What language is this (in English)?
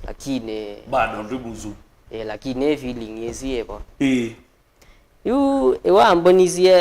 Kamba